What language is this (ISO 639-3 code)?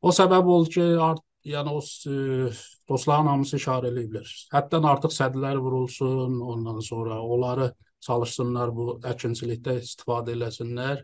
azb